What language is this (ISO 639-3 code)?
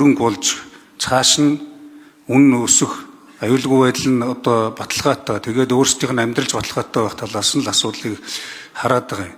mon